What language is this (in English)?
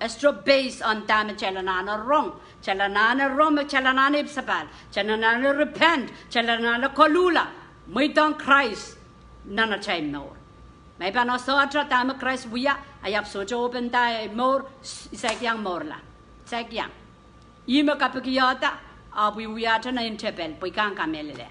Pohnpeian